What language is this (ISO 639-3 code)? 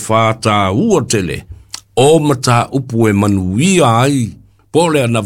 smo